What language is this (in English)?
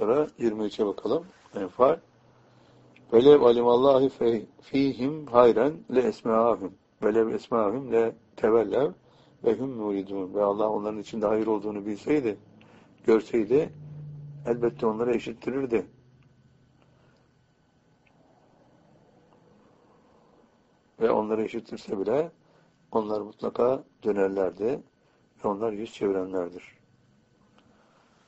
Turkish